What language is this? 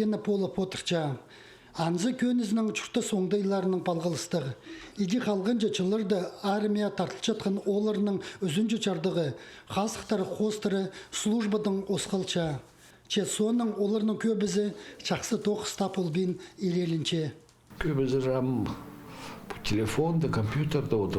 Khakas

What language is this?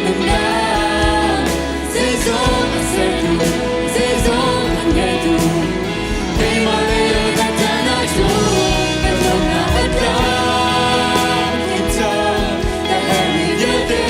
Hakha Chin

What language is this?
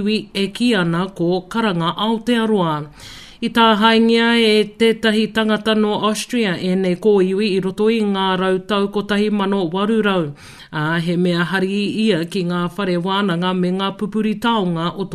Māori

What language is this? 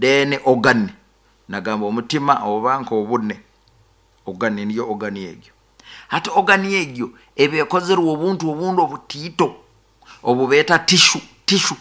Nyoro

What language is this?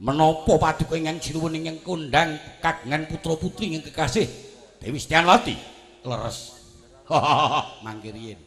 Javanese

